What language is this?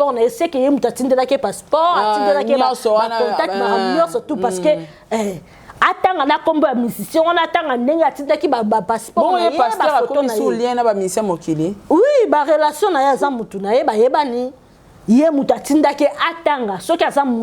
Lingala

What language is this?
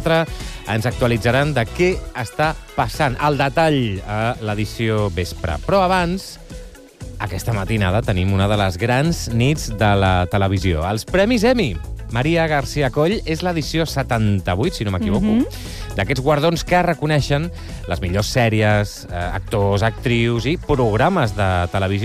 Catalan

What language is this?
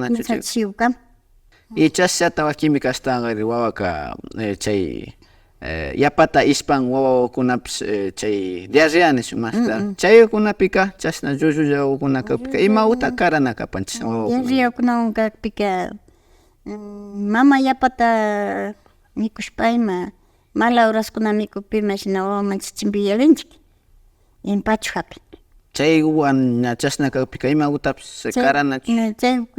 Imbabura Highland Quichua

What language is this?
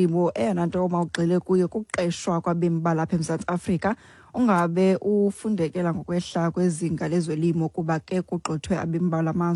Xhosa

